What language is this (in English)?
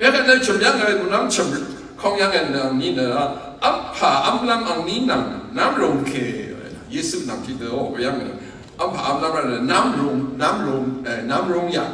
Rawang